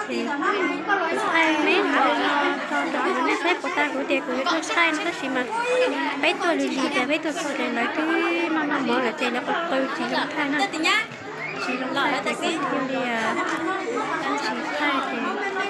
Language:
Hmong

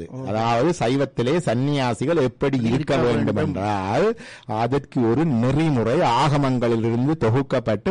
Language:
Tamil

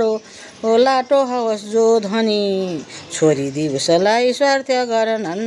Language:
Nepali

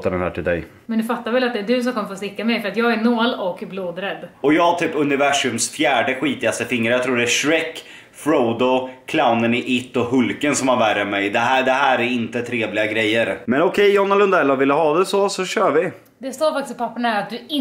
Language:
Swedish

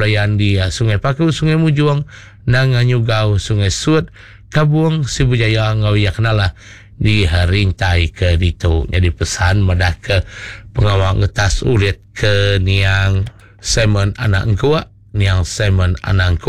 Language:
Iban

